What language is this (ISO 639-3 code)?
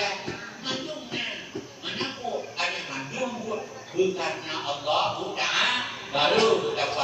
ace